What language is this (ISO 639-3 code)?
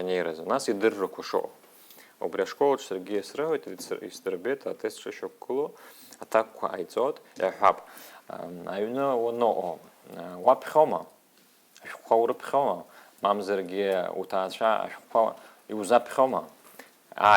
abk